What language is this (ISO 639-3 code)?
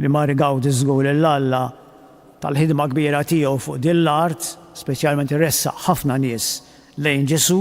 mlt